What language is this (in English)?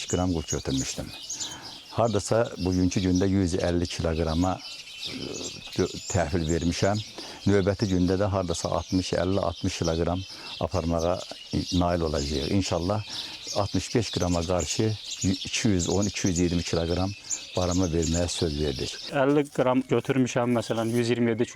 Azerbaijani